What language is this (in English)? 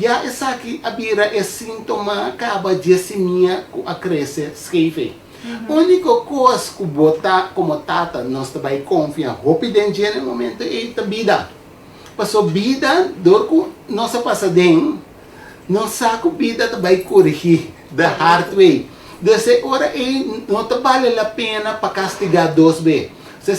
Papiamento